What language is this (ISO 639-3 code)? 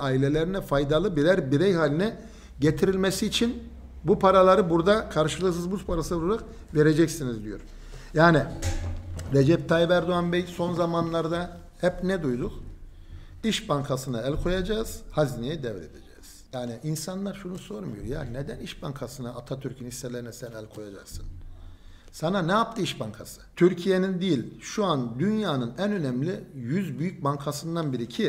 tur